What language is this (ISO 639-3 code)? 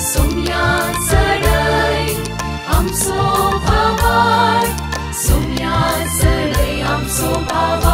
kok